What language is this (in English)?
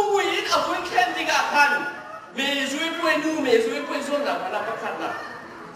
Hakha Chin